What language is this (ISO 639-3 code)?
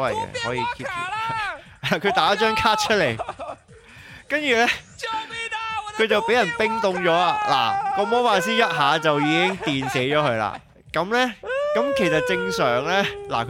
yue